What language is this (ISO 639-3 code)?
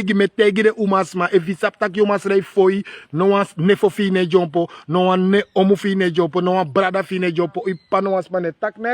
srn